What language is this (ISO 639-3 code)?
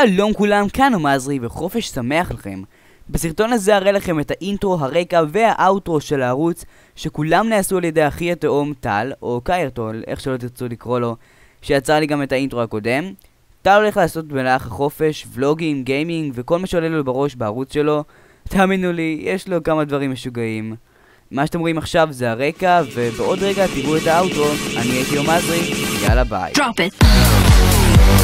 heb